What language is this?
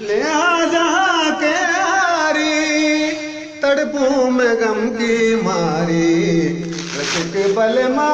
Baluchi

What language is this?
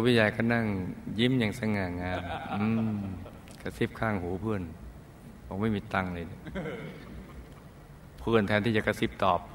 Thai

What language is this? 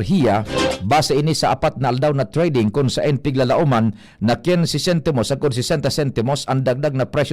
Bikol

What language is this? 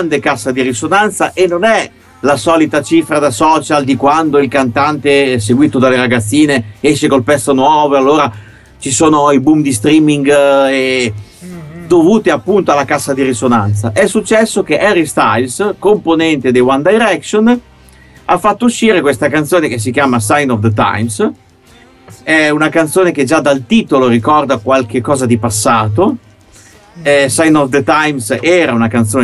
Italian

